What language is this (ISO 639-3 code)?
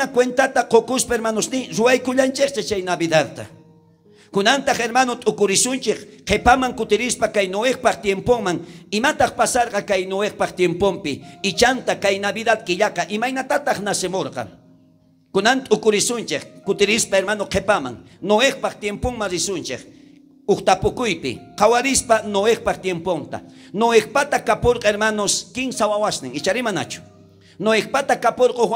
quh